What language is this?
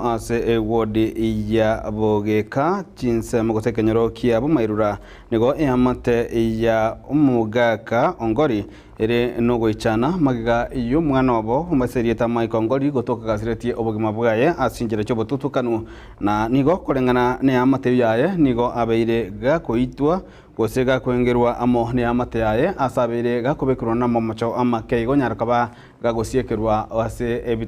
Gusii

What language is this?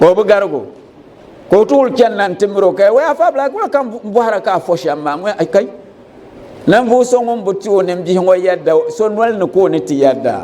Dagbani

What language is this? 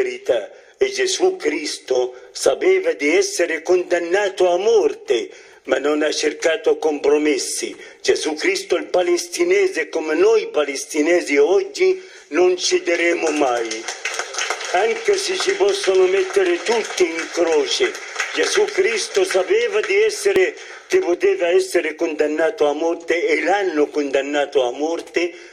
Italian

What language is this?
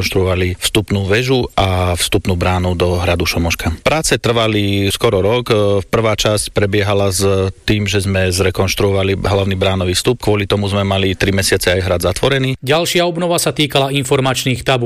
Slovak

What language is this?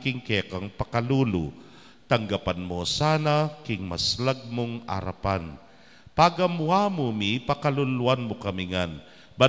Pampanga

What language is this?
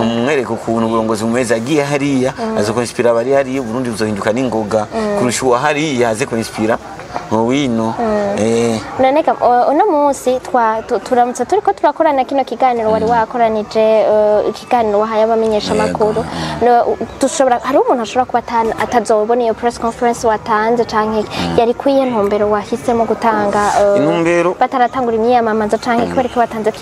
Rundi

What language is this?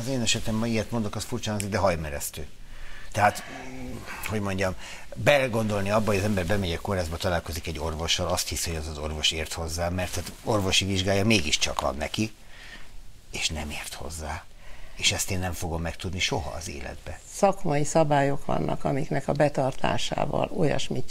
Hungarian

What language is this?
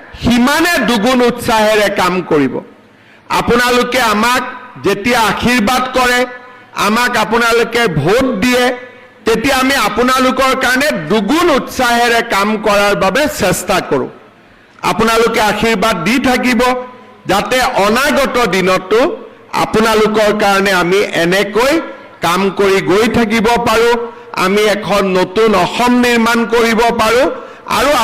Assamese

